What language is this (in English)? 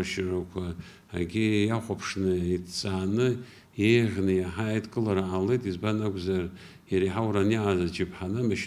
Abkhazian